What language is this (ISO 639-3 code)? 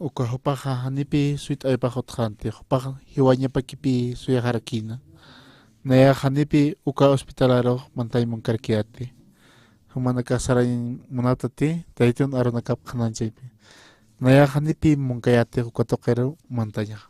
aym